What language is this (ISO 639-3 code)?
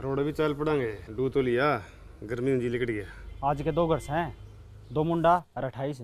bgc